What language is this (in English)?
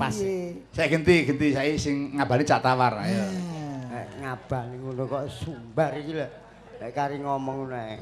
Javanese